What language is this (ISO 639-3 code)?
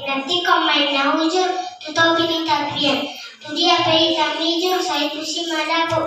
bbc